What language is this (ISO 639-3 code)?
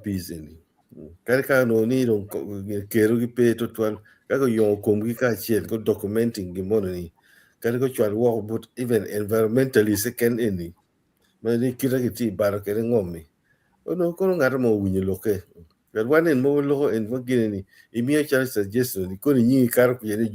ach